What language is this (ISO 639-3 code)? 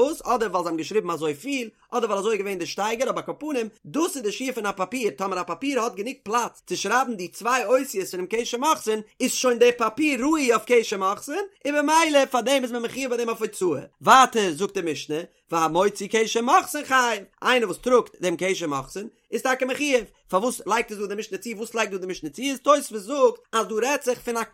yid